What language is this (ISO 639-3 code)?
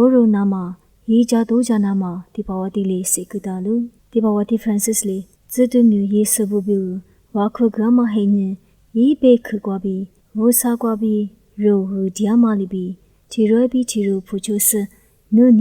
lis